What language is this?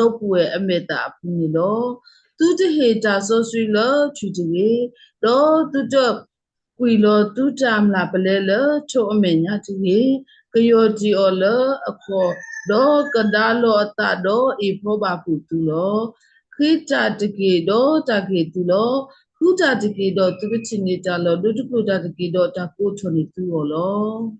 S'gaw Karen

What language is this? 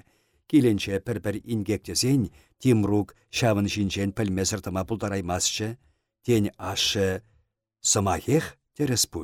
Chuvash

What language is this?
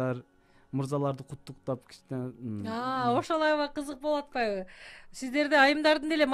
Kyrgyz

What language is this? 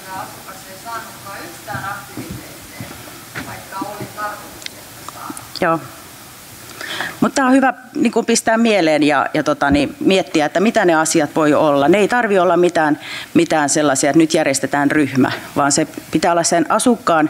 Finnish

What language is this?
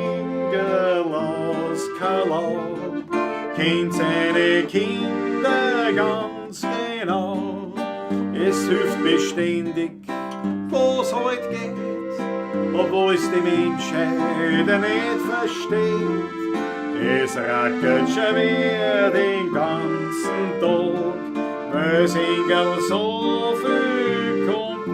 Bavarian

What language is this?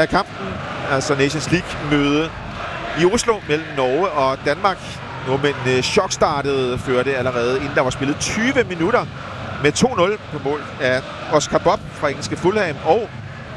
Danish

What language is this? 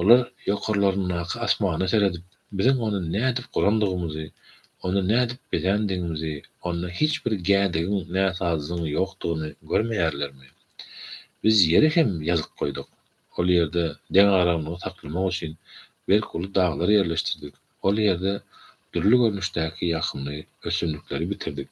Turkmen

